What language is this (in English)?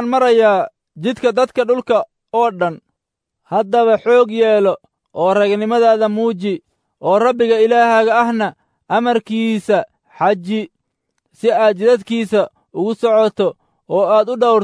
Somali